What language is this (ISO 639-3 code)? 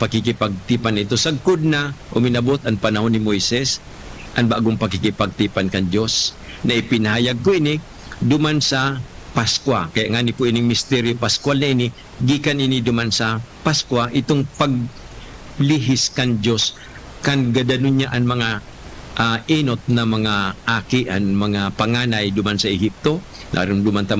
bik